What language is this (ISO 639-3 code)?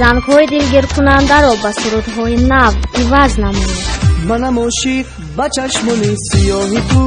tgk